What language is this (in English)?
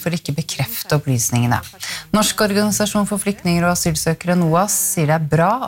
Norwegian